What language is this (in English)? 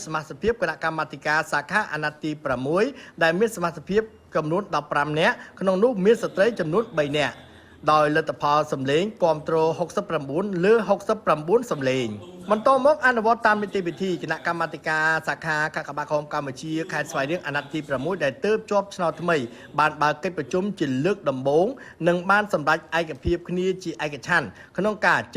Khmer